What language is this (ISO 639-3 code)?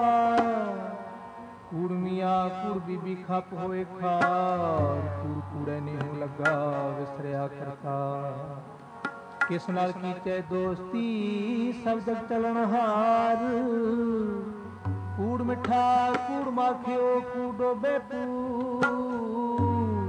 pan